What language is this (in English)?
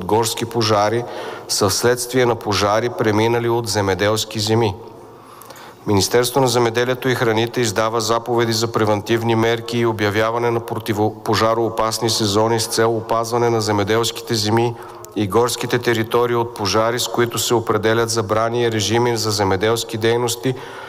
Bulgarian